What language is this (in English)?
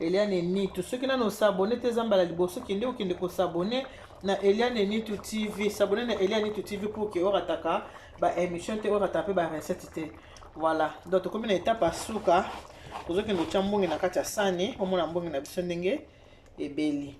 Lingala